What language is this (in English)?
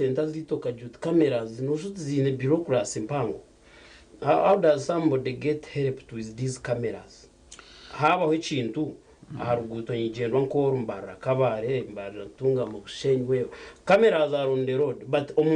Nyankole